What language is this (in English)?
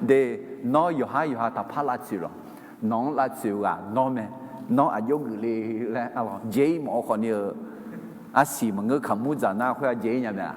Akha